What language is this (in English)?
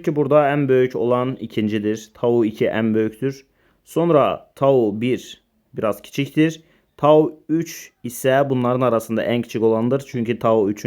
Azerbaijani